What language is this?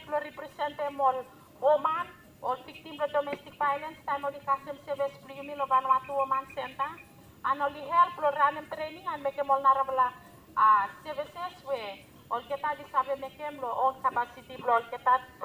Bislama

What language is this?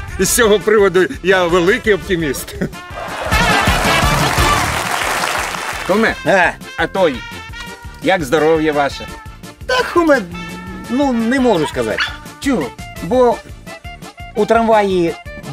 Ukrainian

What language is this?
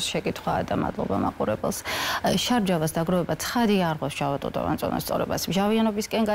Georgian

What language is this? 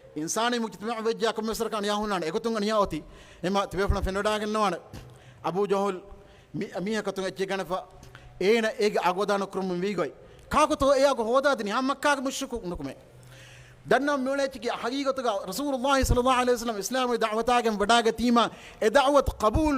Divehi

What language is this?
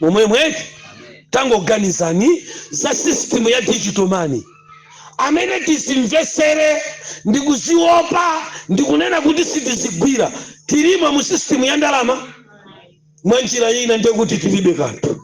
Nyanja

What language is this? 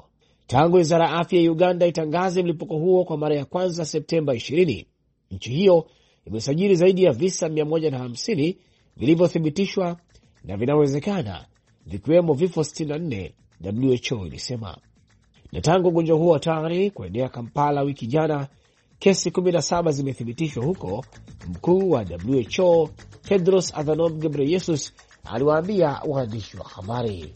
Swahili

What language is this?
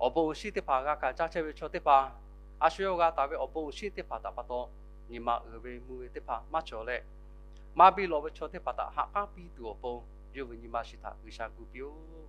Lahu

